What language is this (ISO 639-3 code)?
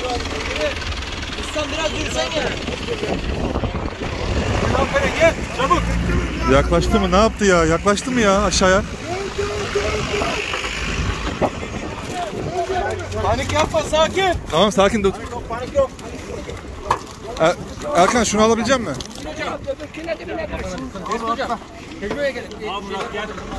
tur